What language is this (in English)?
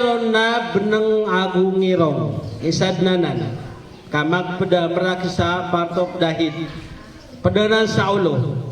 Maranao